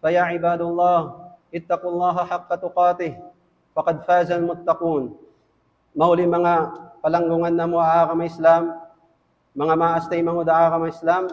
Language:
Tausug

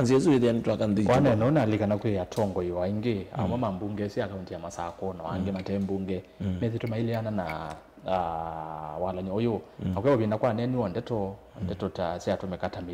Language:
Kamba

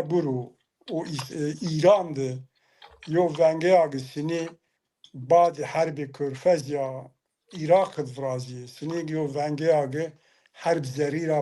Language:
Zaza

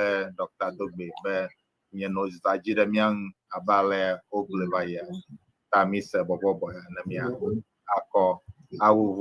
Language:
Ewe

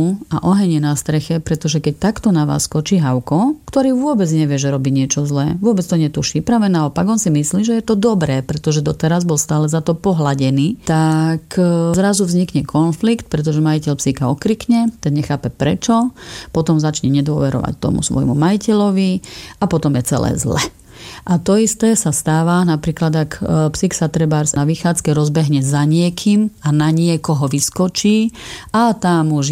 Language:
Slovak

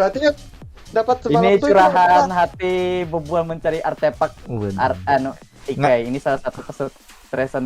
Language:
Banjar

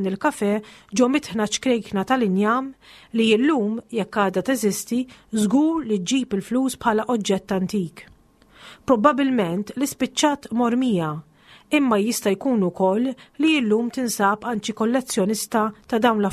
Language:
Maltese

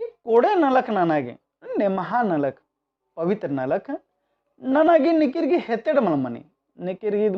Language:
Kurukh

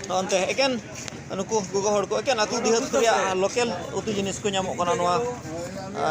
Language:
Santali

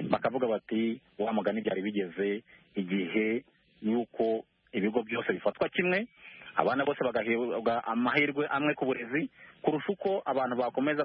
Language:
Kinyarwanda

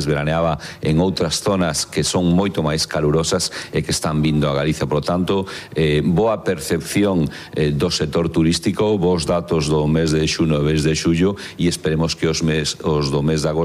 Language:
Galician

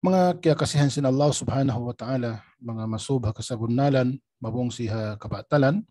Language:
Tausug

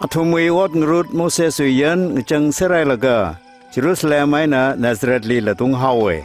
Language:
Tangkhul Naga (India)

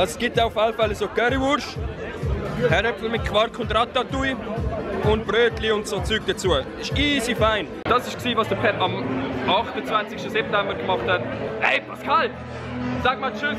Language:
Swiss German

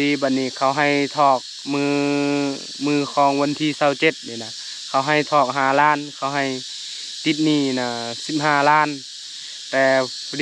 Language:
Lao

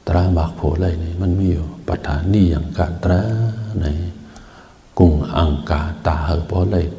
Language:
Shan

